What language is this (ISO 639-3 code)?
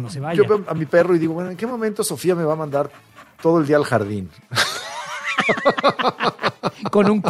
spa